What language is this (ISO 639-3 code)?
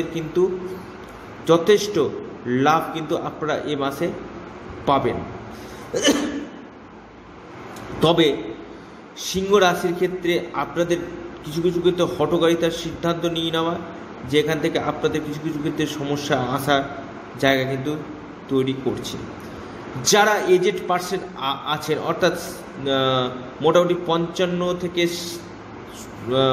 ben